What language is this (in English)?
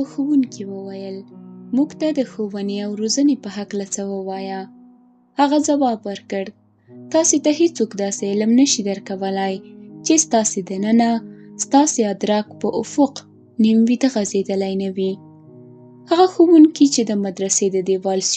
Pashto